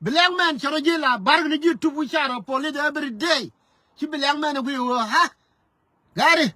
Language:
Nuer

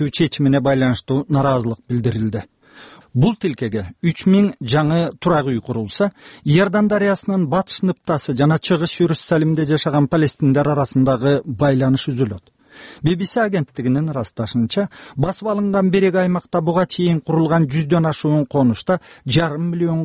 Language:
Kyrgyz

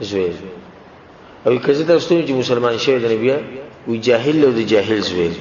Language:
Pashto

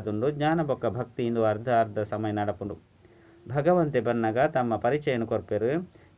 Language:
Tulu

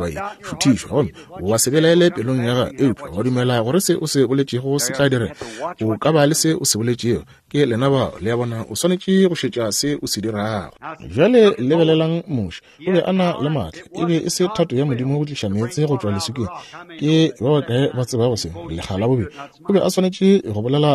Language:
Northern Sotho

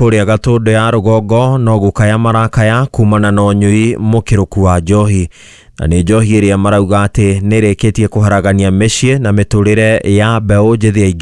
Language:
Kikuyu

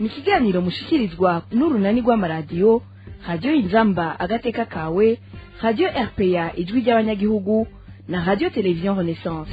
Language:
Rundi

